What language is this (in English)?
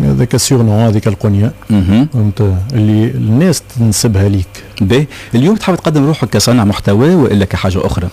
Tunisian Arabic